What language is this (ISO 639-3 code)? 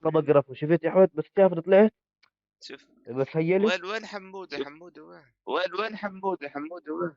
apc